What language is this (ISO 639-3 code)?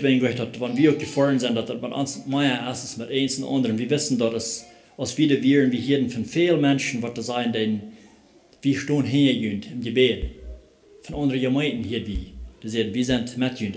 pdt